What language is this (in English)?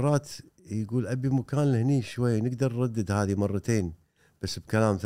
Gulf Arabic